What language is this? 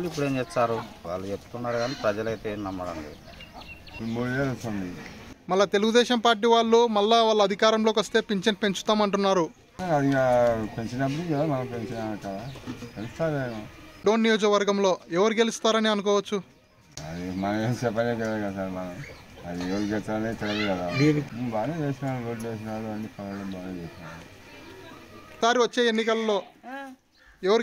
Telugu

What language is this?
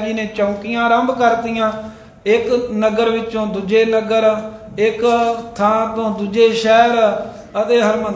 Punjabi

